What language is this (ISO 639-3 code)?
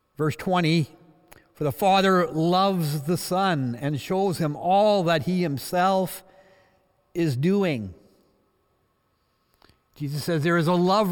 eng